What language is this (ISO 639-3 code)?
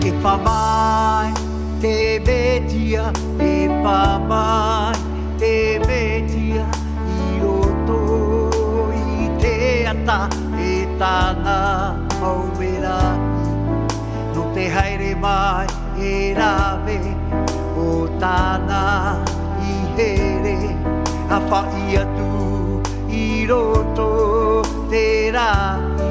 tah